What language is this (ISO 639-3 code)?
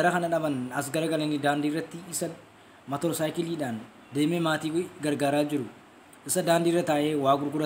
orm